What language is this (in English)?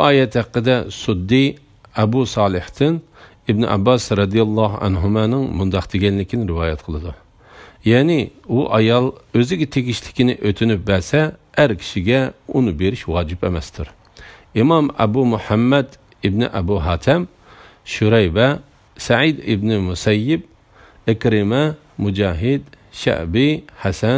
Uyghur